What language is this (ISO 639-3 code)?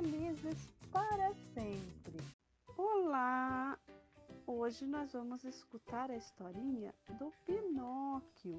por